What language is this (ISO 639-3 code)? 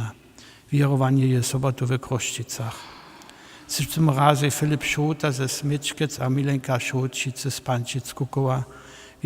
hsb